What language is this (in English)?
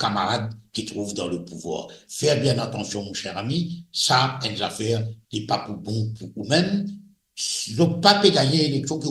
Morisyen